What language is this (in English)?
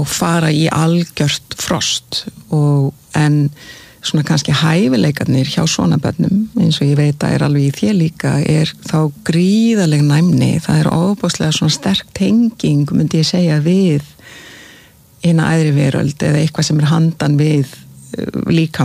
Icelandic